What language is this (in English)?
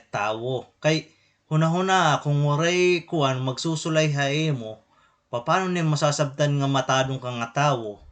Waray